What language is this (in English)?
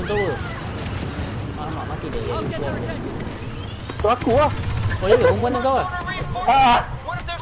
Malay